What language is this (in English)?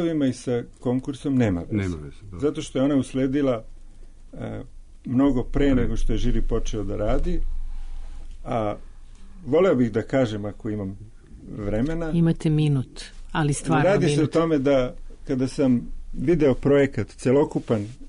Serbian